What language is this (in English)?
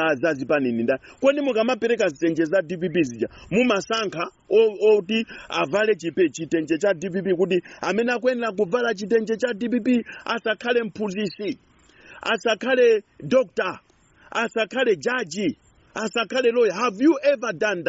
Nyanja